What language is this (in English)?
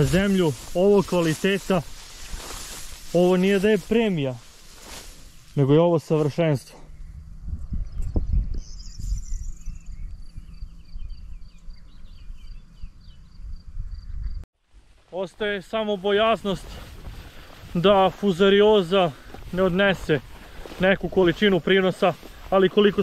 Croatian